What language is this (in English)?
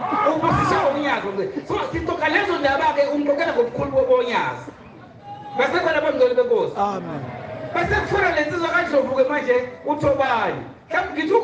Zulu